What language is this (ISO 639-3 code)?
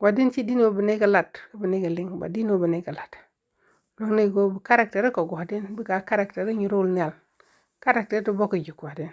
nus